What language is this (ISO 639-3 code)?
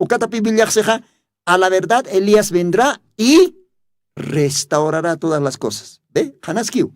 aym